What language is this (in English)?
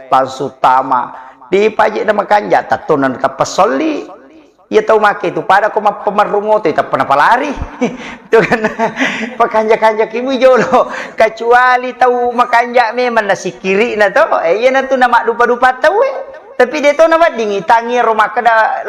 Buginese